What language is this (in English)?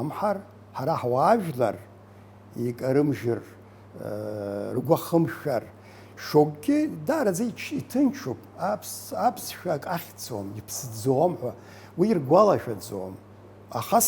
Abkhazian